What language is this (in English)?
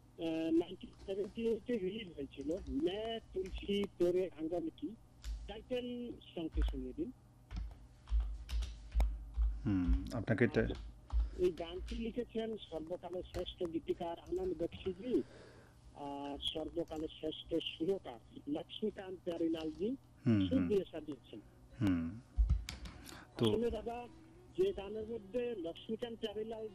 Bangla